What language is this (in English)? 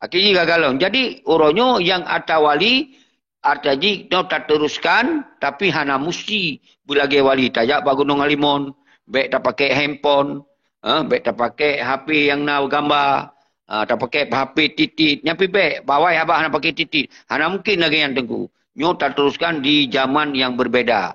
Achinese